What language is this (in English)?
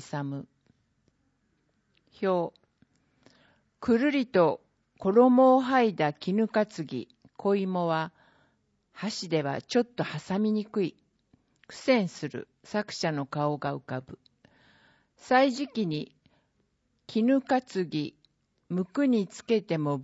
Japanese